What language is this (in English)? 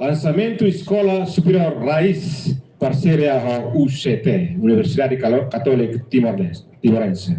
Tetum